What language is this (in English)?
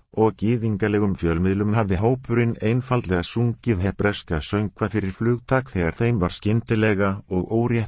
Icelandic